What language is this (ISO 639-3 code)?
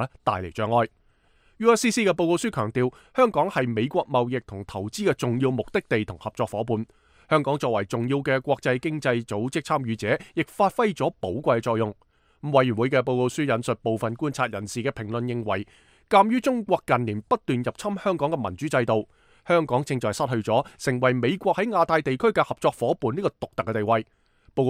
yue